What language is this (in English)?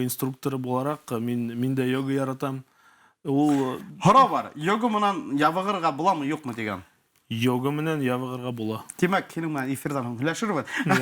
Bashkir